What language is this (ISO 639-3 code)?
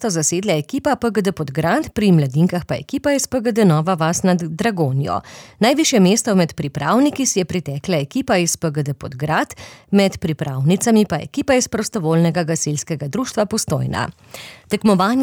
slv